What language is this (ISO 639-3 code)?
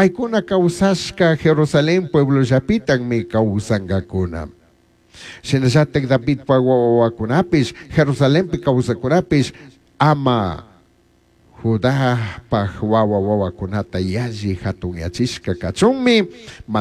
qug